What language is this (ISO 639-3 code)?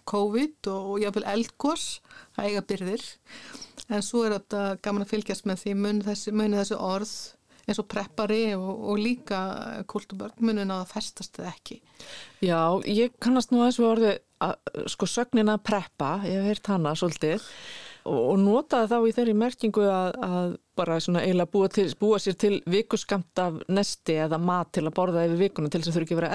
isl